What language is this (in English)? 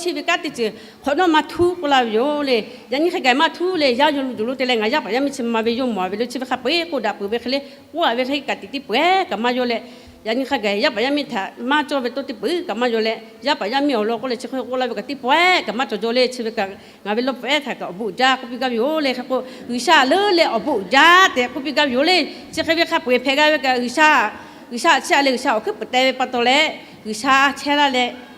Lahu